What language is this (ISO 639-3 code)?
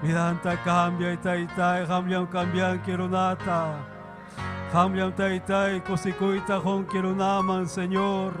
quy